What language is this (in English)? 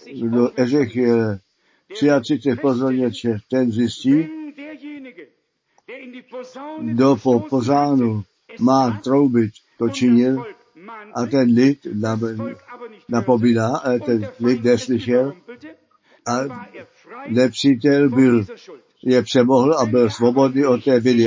Czech